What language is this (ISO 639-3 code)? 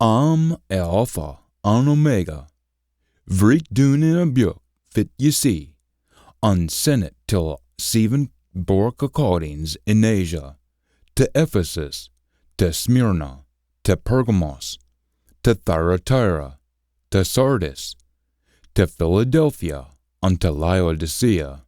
sco